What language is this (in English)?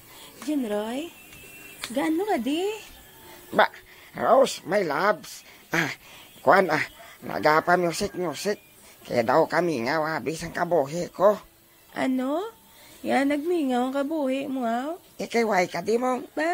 Hiligaynon